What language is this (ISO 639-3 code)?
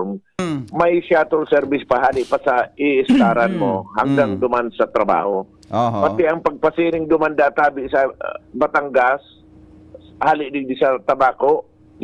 bik